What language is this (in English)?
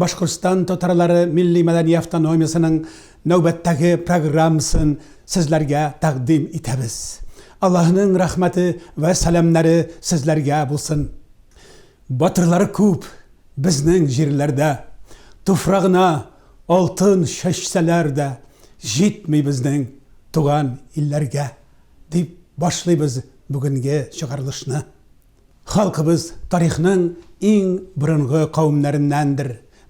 Tatar